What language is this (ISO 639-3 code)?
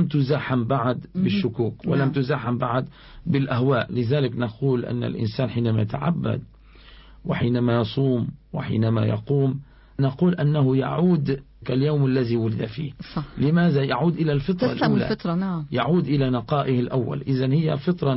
ara